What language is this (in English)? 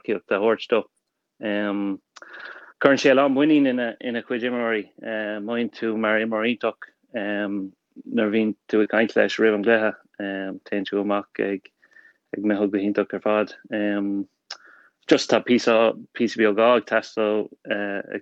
Irish